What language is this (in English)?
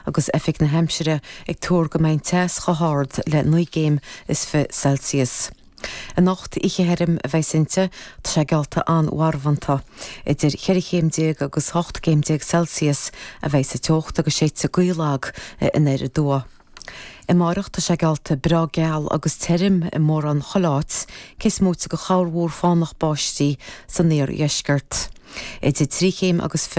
Irish